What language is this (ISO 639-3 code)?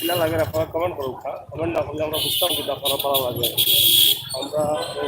syl